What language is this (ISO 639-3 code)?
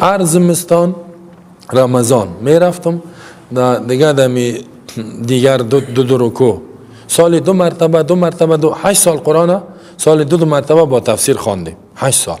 fas